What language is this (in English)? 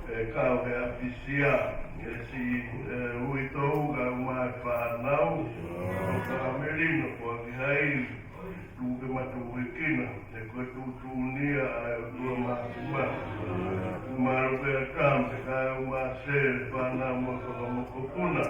Tongan